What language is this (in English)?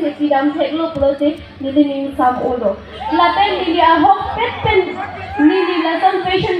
Karbi